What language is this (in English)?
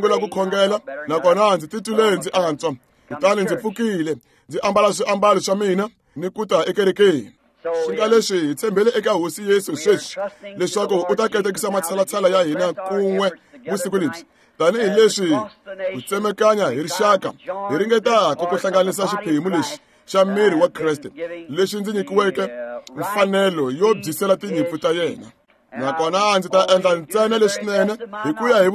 Tsonga